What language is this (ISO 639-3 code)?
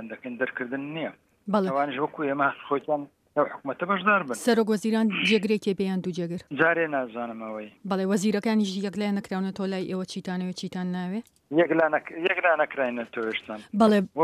ckb